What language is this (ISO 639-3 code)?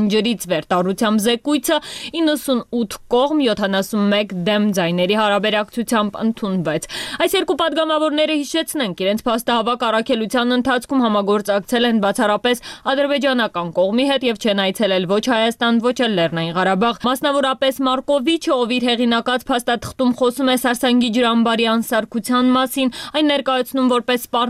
hye